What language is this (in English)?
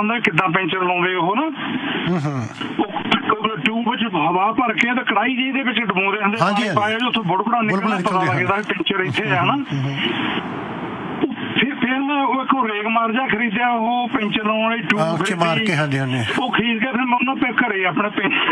Punjabi